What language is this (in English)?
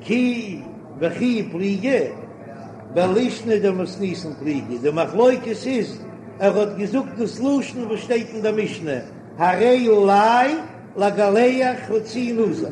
Yiddish